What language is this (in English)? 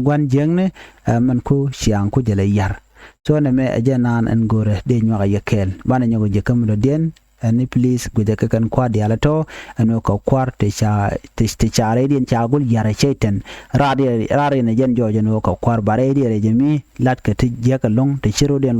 Nuer